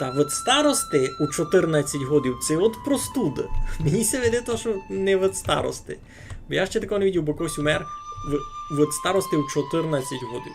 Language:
Rusyn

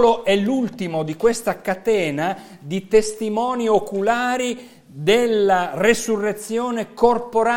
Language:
Italian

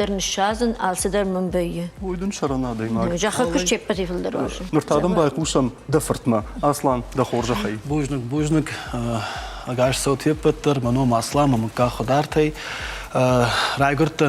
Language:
Ossetic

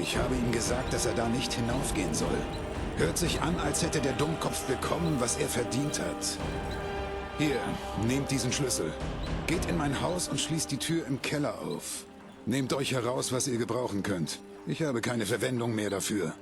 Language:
Bavarian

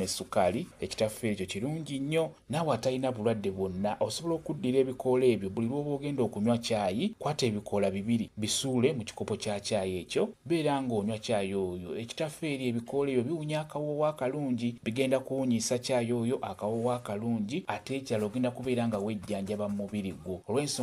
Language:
Ganda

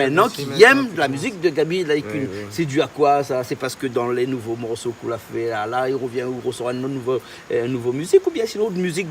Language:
Réunion Creole French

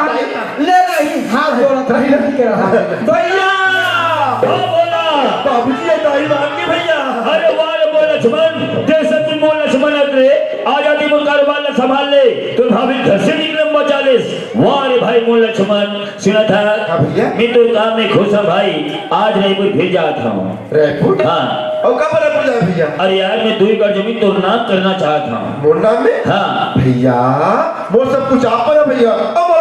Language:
Chhattisgarhi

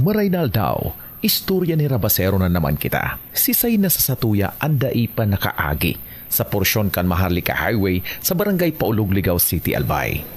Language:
Bikol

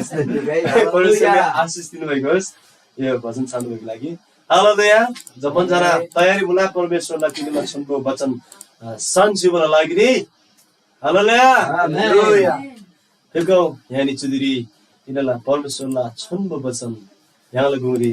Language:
Eastern Tamang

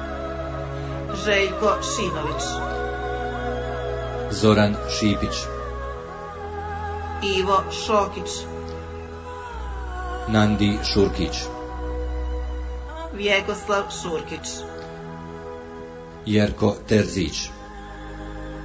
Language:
Croatian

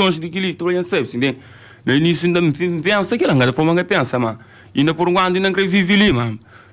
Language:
Kabuverdianu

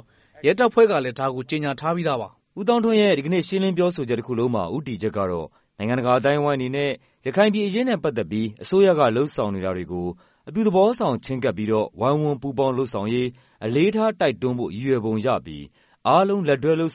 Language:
Burmese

